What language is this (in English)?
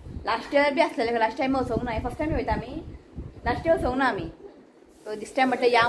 Konkani